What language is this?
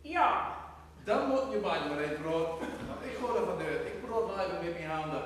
Gronings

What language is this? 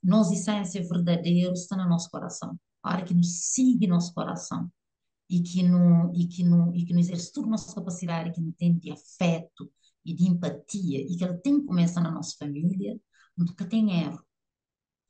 Kabuverdianu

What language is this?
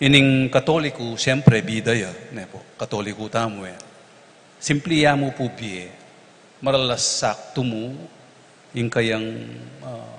Pampanga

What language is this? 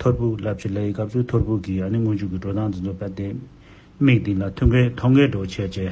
Tibetan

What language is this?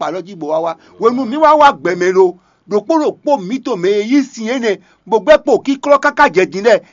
Fon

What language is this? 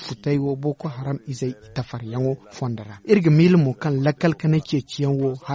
Zarma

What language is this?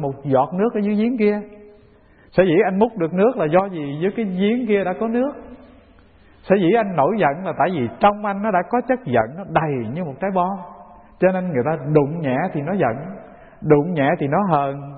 Vietnamese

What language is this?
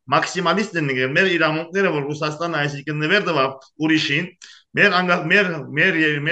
Armenian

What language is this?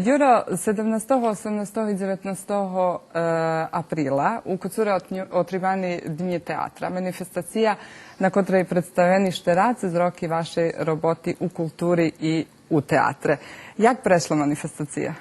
Rusyn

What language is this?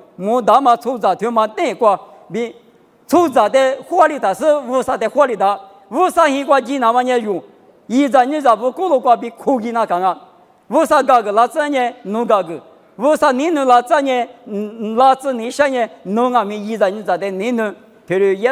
Lisu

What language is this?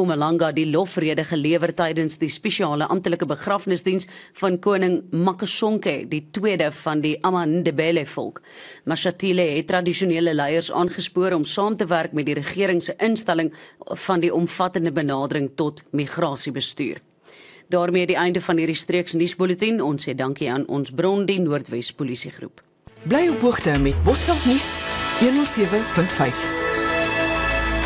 Afrikaans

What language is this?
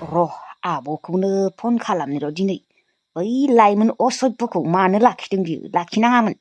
Bodo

